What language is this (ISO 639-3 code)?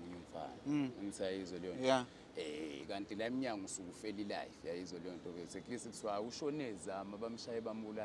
zul